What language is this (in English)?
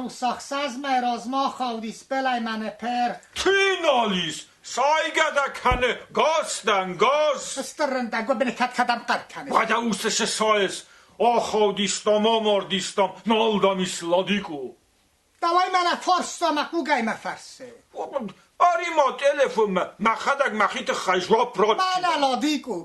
Ossetic